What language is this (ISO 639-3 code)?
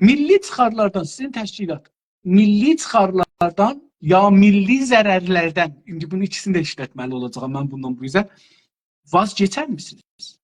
azb